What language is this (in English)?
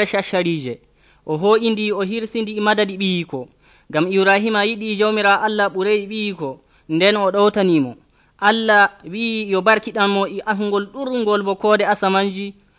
Nigerian Fulfulde